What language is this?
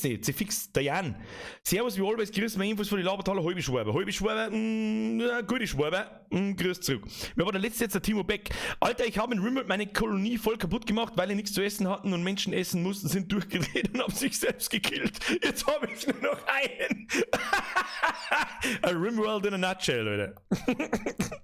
Bavarian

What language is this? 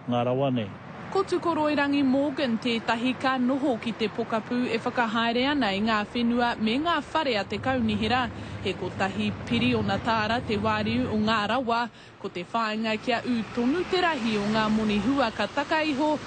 Māori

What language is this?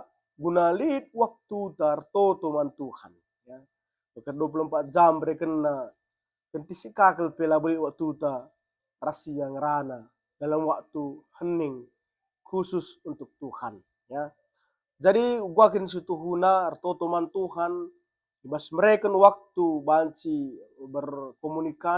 Batak Karo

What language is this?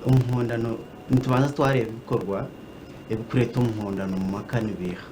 Nyankole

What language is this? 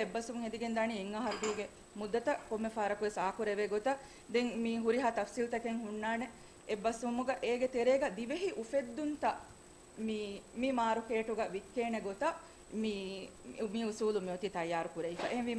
Divehi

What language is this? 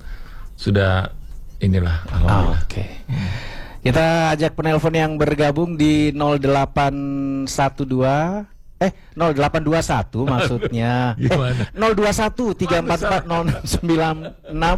Indonesian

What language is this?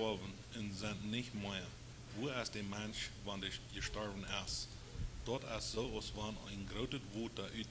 Plautdietsch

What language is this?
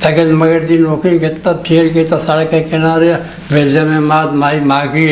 Eastern Balochi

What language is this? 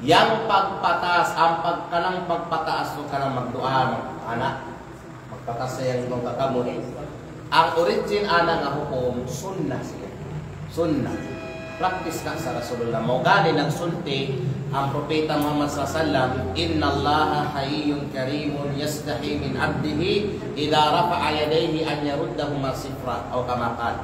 Kalagan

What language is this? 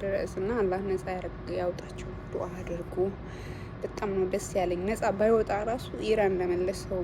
Amharic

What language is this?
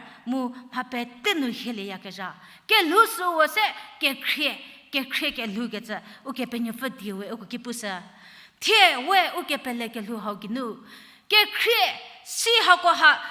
Angami Naga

